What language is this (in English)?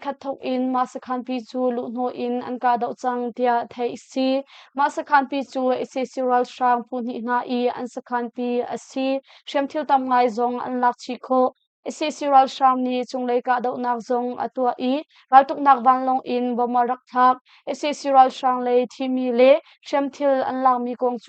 Hakha Chin